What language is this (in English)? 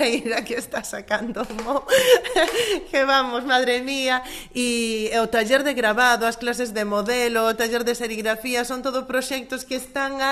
Galician